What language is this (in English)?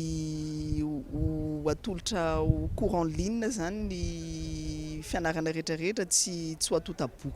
Malagasy